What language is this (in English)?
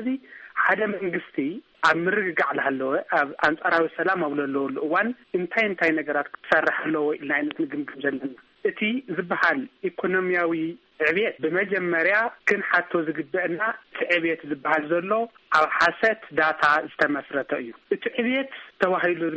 Tigrinya